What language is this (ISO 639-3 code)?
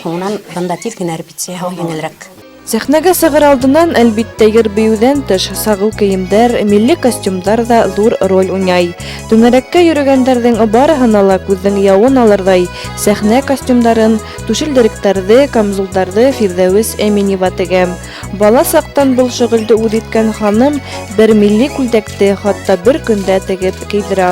bak